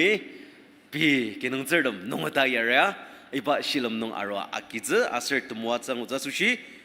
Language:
Ao Naga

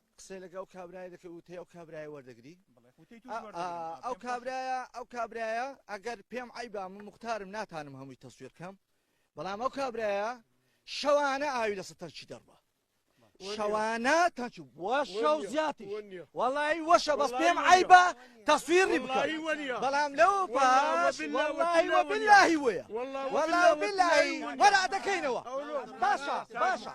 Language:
Central Kurdish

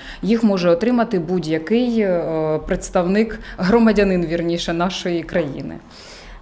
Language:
Ukrainian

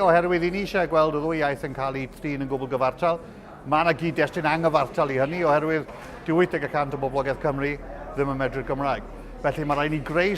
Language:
Welsh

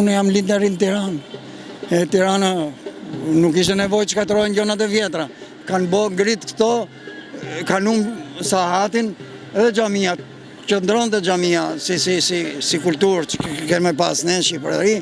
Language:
Albanian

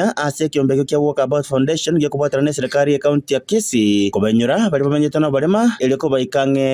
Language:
Gusii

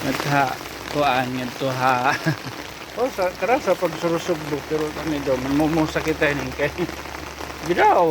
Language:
Waray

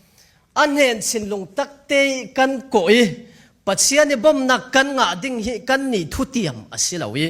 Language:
Falam Chin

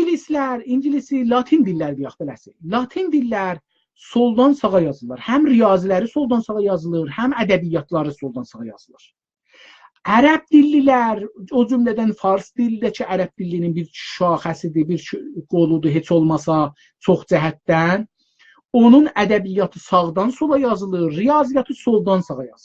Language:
South Azerbaijani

